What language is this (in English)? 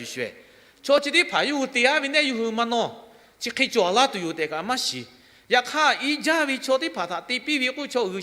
Lahu